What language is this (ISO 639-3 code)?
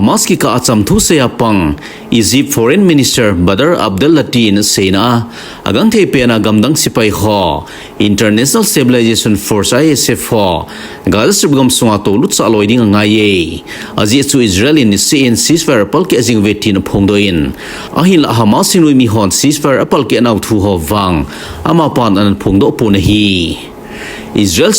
tcz